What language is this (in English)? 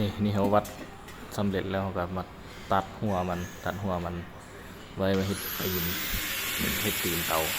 Lao